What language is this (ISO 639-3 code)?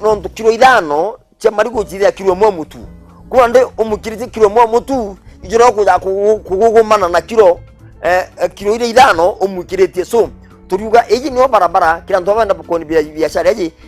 mer